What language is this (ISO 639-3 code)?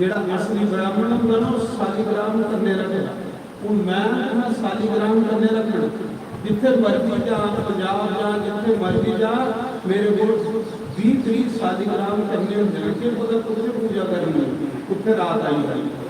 doi